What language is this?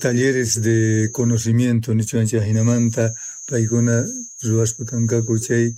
Quechua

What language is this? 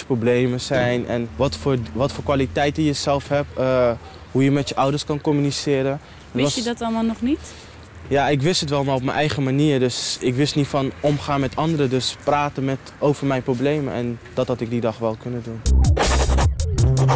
Dutch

